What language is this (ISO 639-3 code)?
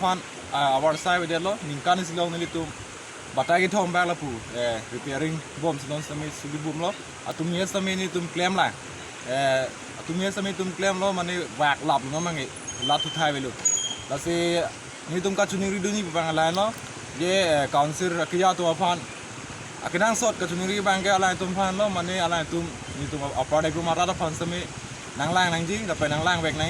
mjw